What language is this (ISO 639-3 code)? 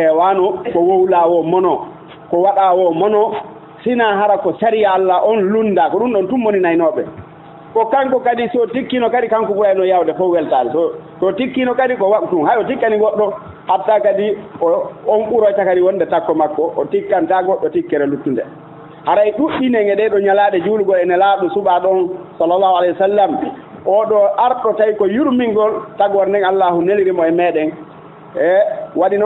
ful